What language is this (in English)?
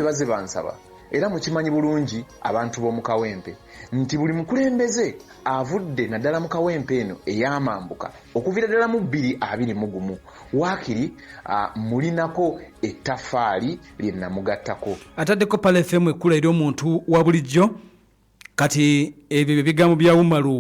Ganda